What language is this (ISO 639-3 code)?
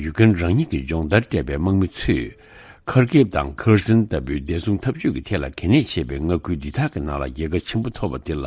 bod